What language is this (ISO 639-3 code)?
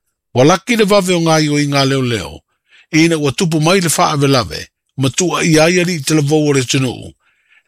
smo